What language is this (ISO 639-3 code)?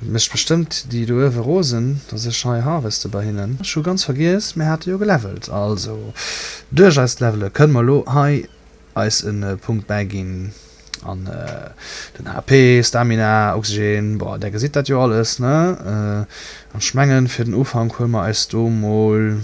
ltz